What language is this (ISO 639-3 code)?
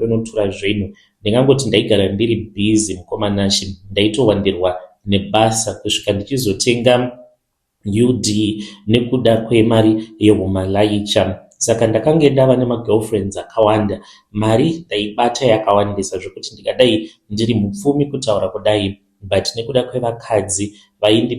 sna